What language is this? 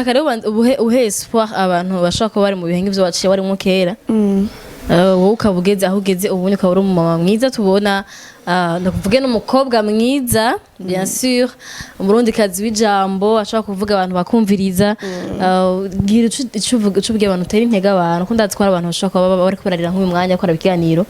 Rundi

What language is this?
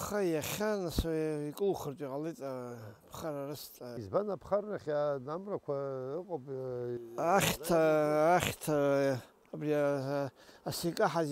Abkhazian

